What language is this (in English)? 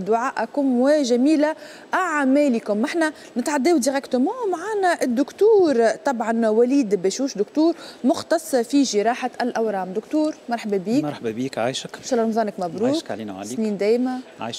Tunisian Arabic